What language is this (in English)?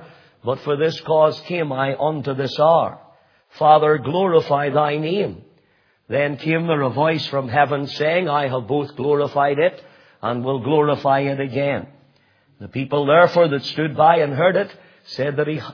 English